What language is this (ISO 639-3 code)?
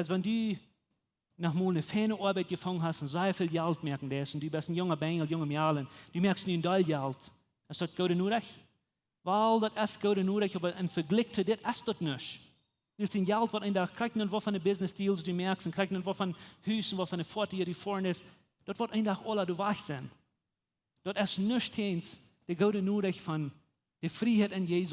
pdt